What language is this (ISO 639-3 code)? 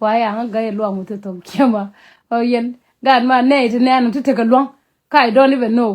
nus